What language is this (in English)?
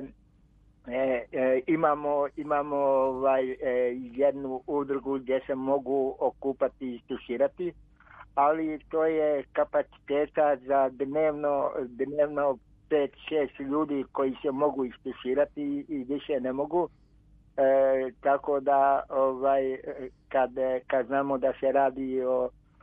Croatian